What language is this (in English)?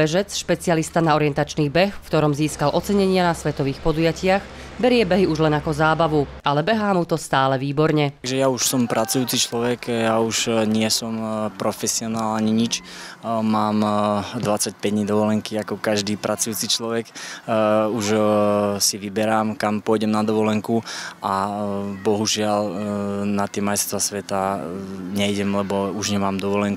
Slovak